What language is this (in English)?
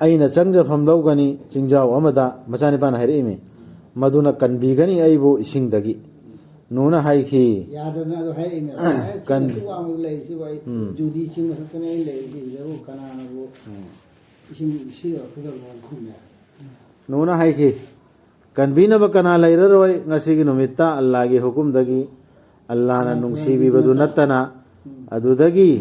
Manipuri